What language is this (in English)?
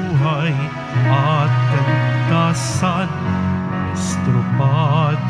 Filipino